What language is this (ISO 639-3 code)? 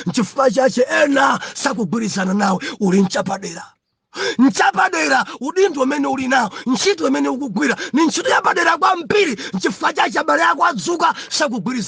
nya